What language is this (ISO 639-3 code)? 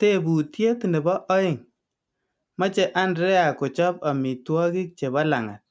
kln